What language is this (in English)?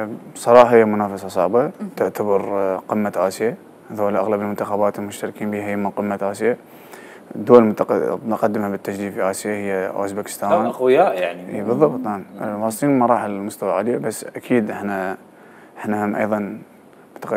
Mesopotamian Arabic